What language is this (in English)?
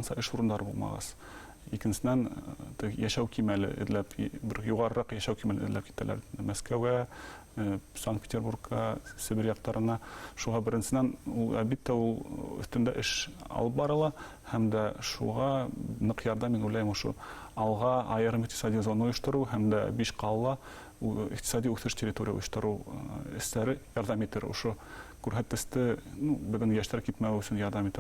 Bashkir